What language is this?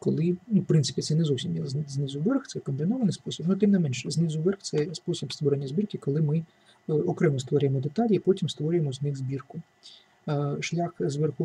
Ukrainian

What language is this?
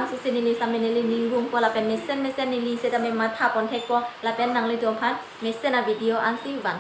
Karbi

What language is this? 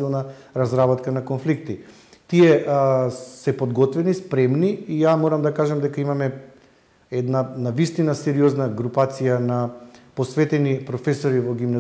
Macedonian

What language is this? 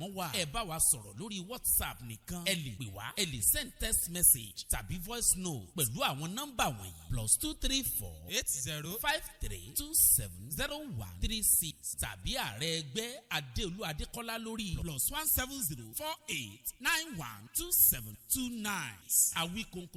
Yoruba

